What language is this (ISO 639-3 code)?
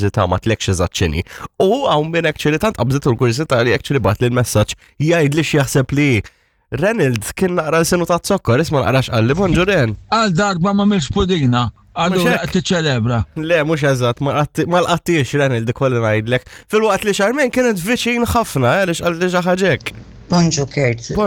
mlt